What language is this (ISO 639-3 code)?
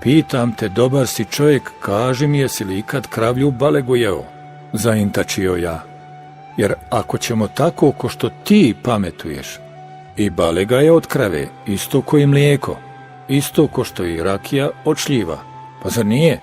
bos